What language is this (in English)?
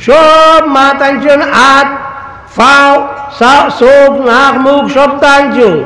Sylheti